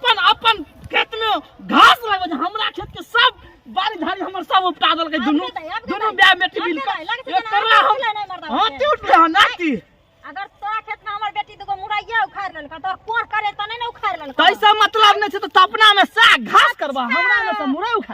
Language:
Maithili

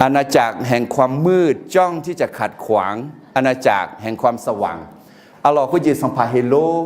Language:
Akha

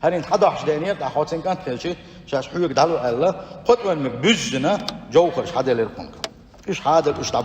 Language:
Chechen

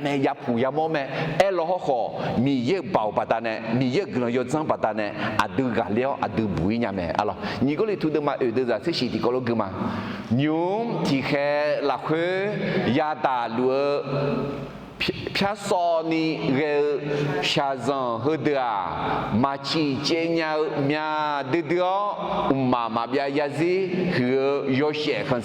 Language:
Akha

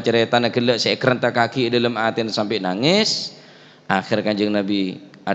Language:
Madurese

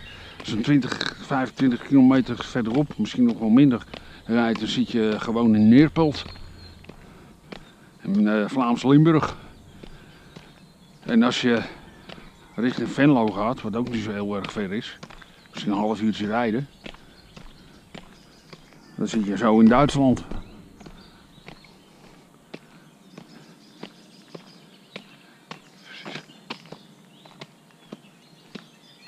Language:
Dutch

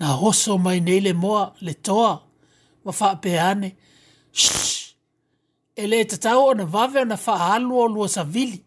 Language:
Samoan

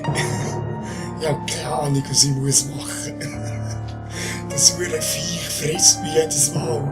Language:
Swiss German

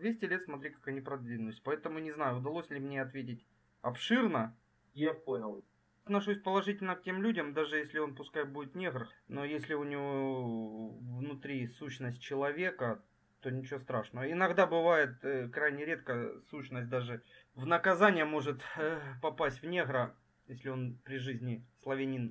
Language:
Russian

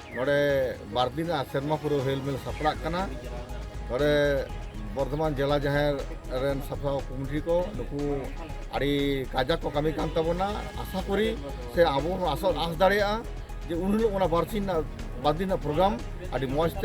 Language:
Santali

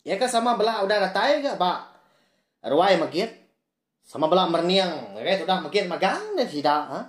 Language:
Iban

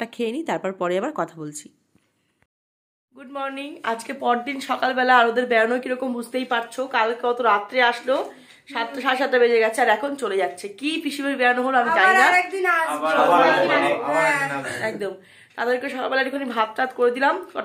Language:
Bangla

